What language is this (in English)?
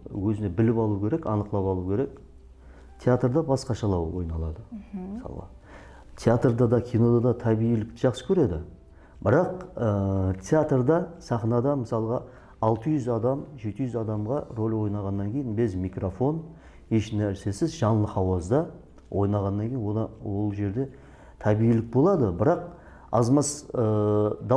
Kara-Kalpak